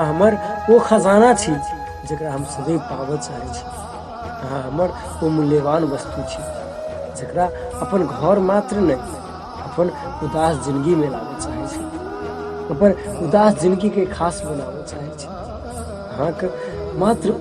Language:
Maithili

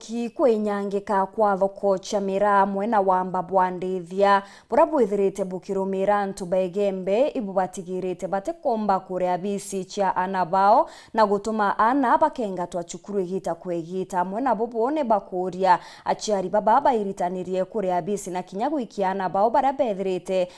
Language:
Meru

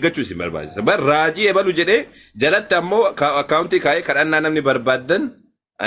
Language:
Oromo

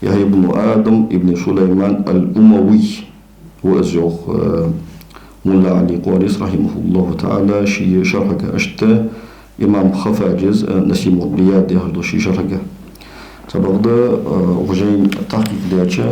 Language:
Ingush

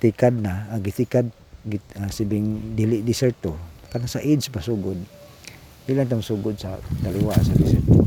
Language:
Cebuano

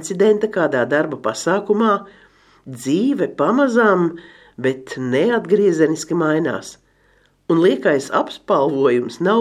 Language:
Latvian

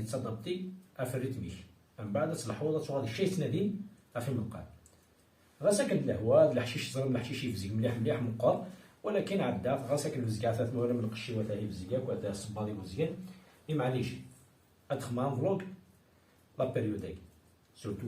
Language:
Kabyle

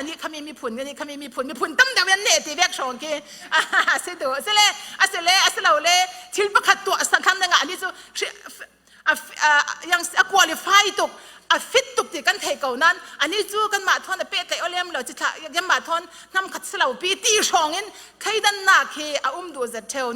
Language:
Falam Chin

